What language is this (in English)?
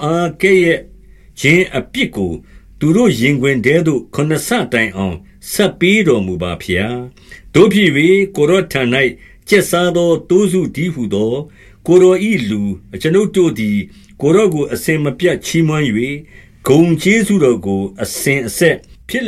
Burmese